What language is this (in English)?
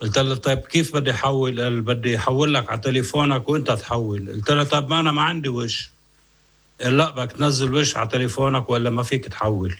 North Levantine Arabic